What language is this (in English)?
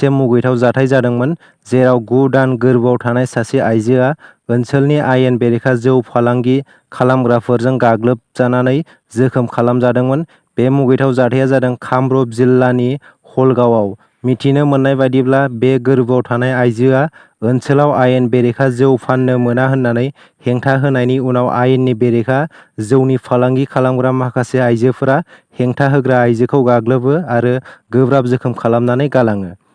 Bodo